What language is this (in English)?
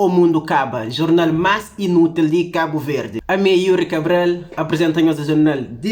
Kabuverdianu